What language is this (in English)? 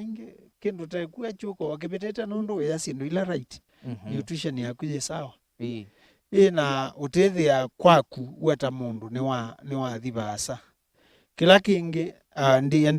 Kamba